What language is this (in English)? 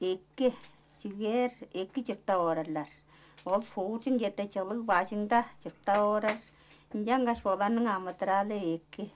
Tuvinian